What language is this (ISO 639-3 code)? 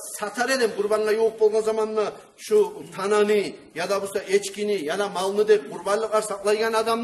kum